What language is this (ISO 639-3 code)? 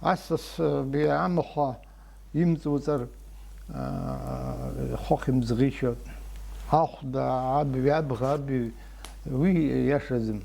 abk